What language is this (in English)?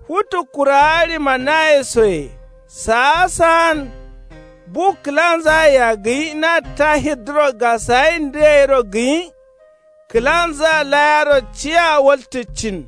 Kanuri